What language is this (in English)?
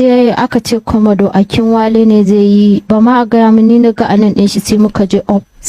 Hausa